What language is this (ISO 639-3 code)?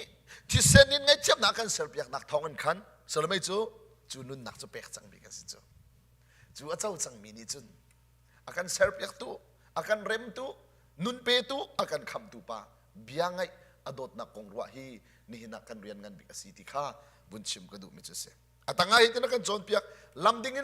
cnh